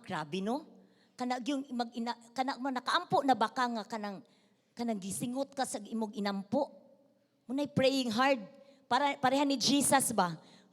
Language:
Cebuano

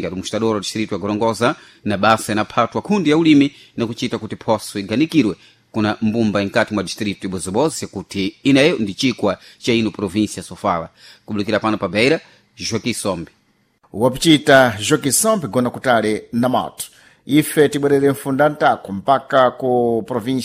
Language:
Sena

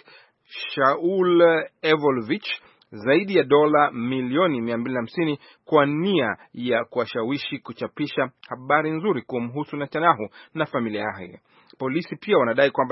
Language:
Swahili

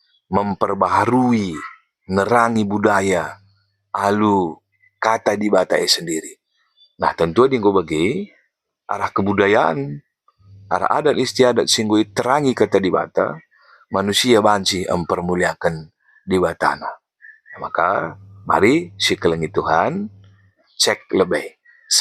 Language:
Batak Karo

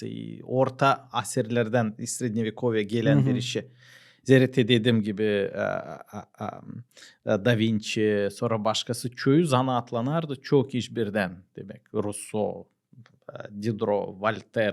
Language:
Gagauz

